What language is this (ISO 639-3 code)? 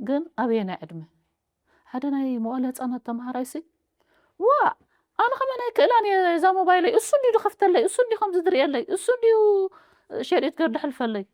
tir